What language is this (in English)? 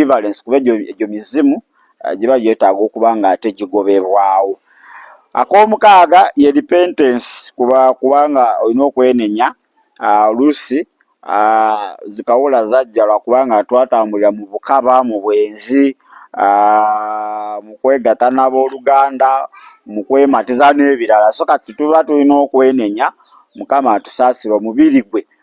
Ganda